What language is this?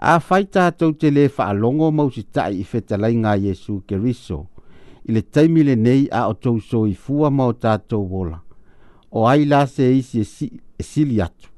Samoan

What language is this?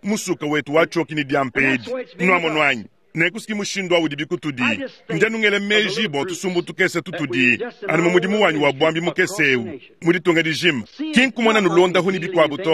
Luba-Lulua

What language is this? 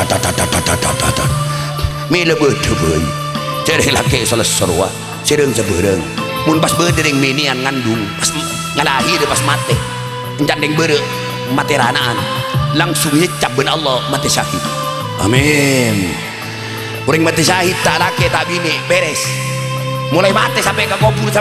Madurese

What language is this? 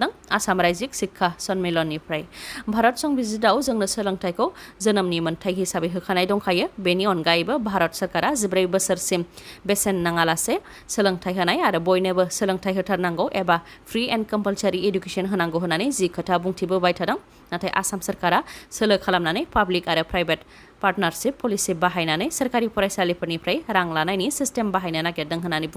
Bodo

